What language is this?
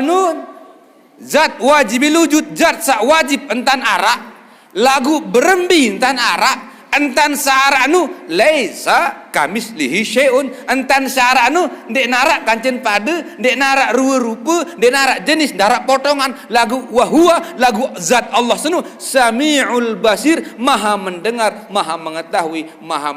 Sasak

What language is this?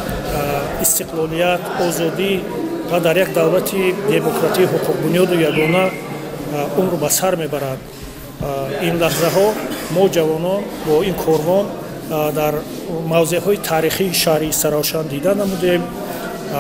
Tajik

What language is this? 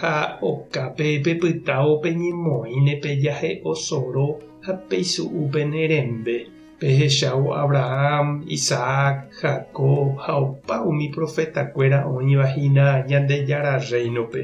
Guarani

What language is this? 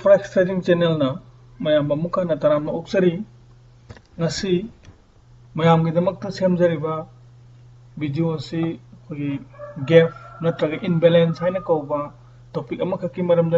Manipuri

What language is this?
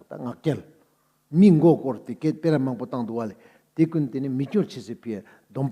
Ladakhi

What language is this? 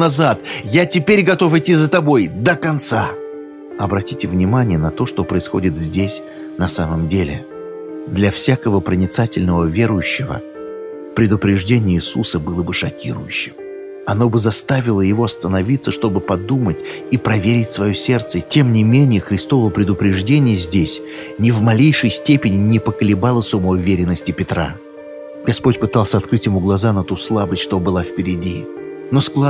Russian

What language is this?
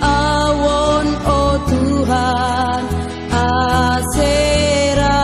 Batak Simalungun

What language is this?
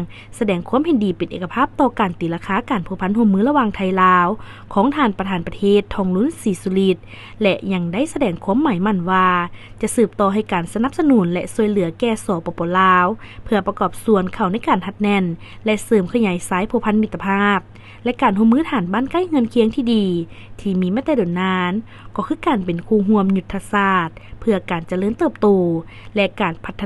Lao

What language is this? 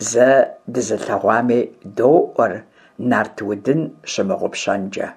Kabardian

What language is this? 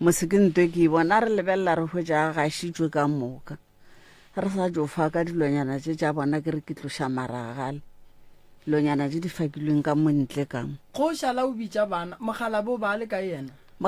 Northern Sotho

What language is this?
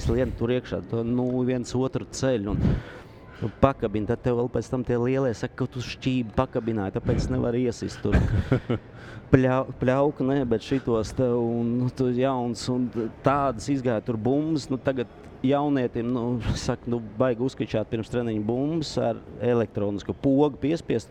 Latvian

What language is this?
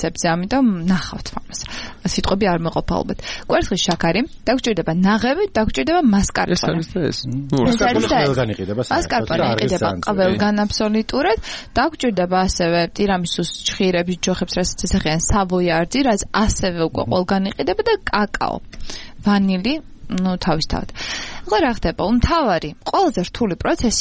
Georgian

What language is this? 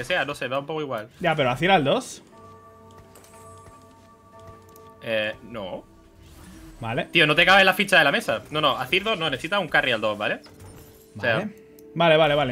Spanish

